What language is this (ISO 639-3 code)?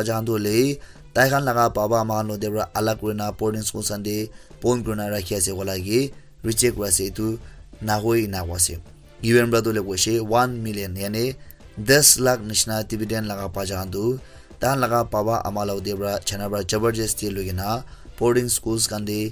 nag